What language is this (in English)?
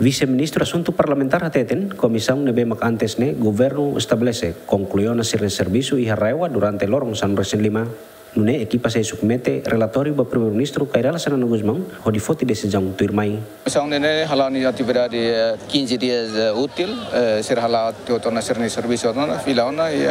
Tetum